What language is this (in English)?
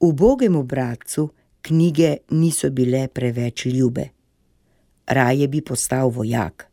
Slovenian